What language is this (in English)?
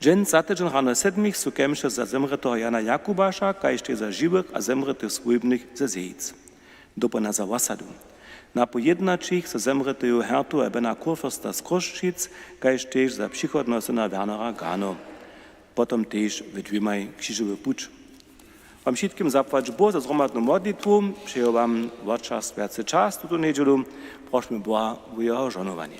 Upper Sorbian